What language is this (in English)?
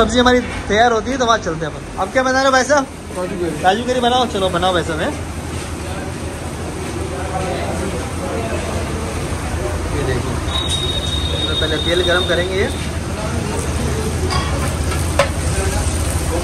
Hindi